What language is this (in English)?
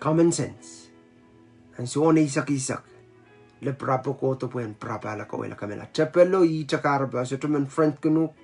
Pohnpeian